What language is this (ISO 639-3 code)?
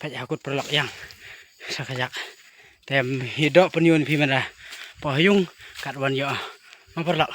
kha